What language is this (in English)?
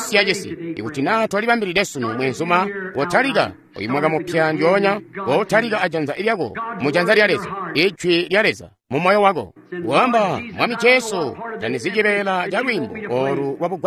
Tonga (Zambia)